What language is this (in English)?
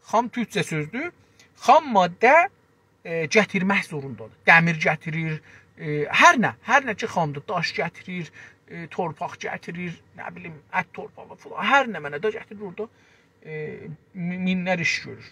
South Azerbaijani